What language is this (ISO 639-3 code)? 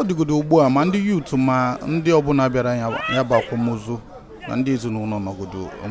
ibo